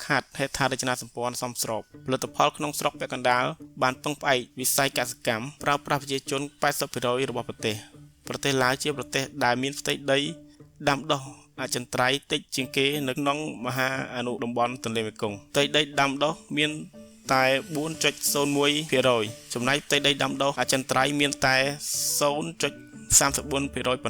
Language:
Khmer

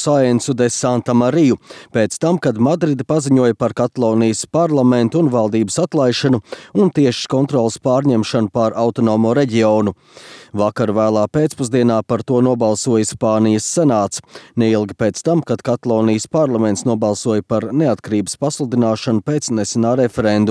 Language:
Latvian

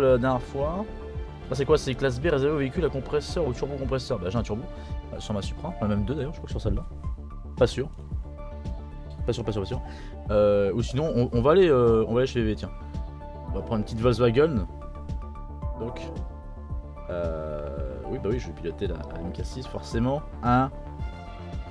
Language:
French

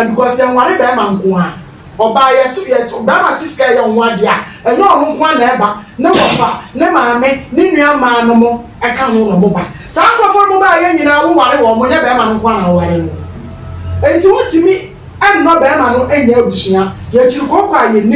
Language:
Akan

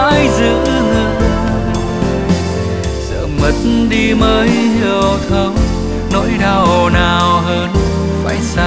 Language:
Vietnamese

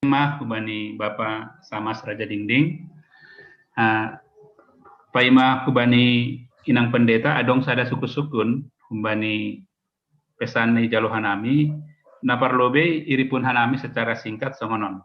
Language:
Batak Simalungun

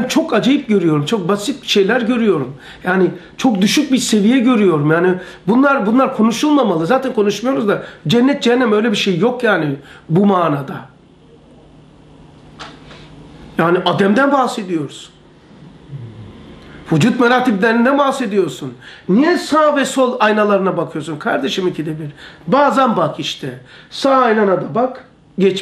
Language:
Turkish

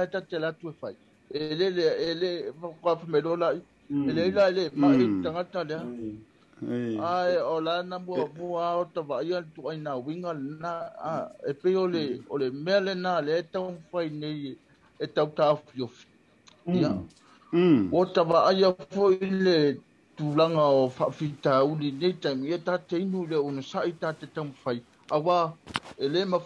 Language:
Samoan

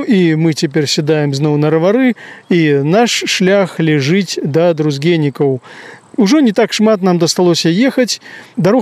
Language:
Belarusian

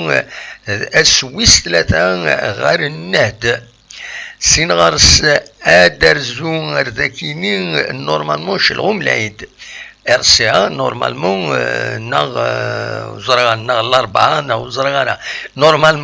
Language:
Kabyle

